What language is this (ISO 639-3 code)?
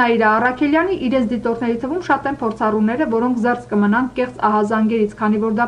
hye